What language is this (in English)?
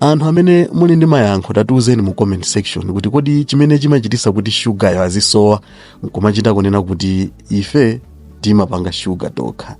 Nyanja